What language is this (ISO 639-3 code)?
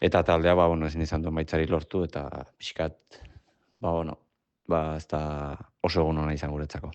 eus